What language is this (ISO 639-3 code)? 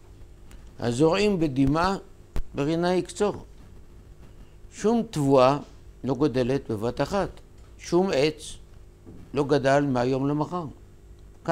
heb